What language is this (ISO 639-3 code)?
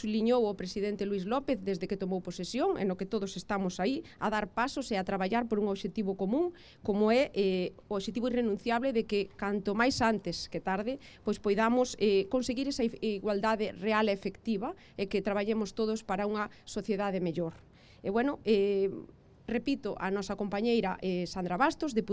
glg